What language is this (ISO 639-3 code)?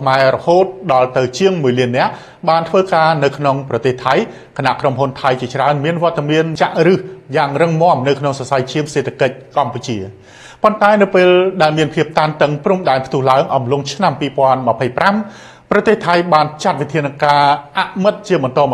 khm